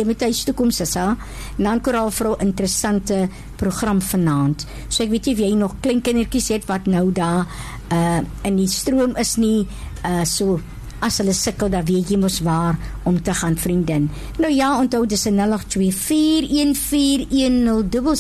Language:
Afrikaans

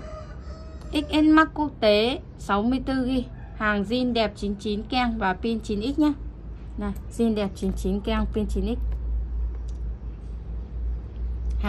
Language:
Vietnamese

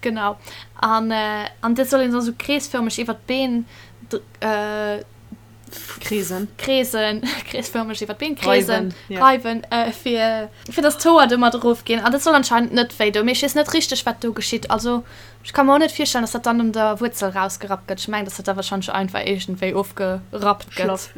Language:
Luxembourgish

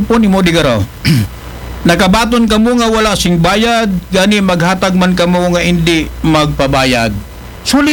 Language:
Aklanon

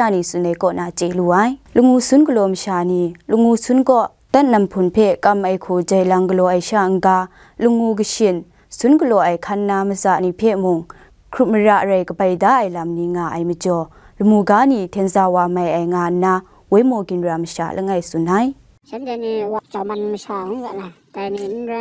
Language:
Kachin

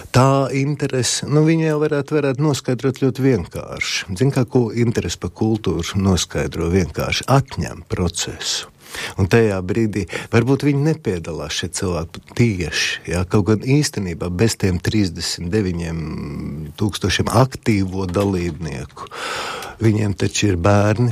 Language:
Latvian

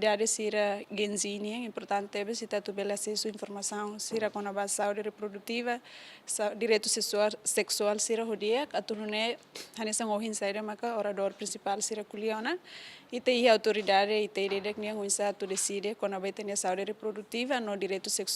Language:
Tetum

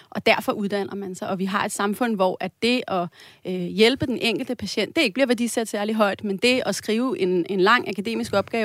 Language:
Danish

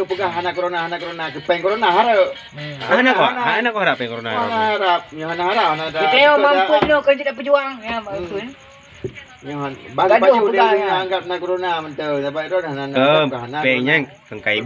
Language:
Achinese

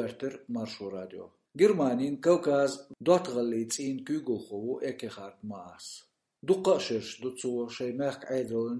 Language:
Chechen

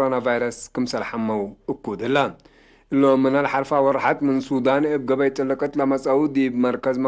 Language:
Tigre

